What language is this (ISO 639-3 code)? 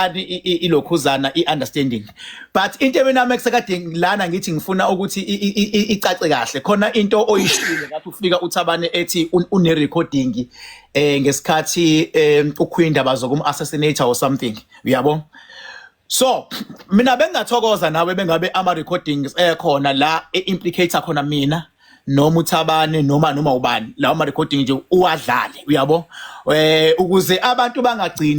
zul